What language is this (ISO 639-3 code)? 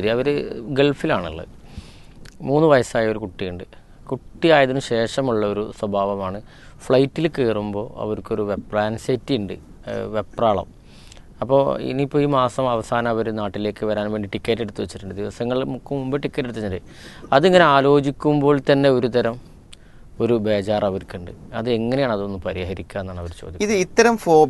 mal